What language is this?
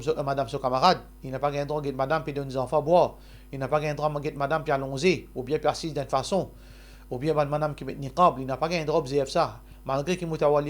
Morisyen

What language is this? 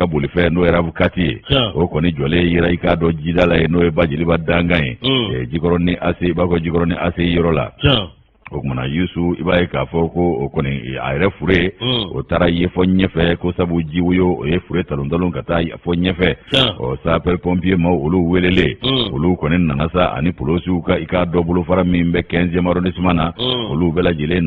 Bambara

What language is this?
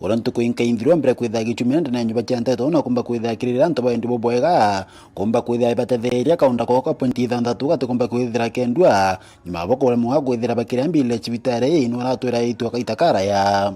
Meru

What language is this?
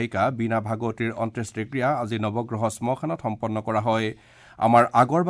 Assamese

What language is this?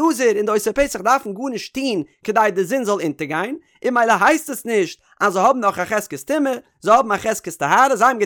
Yiddish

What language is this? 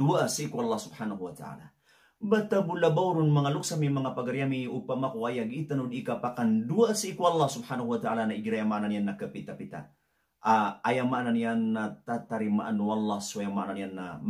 Maranao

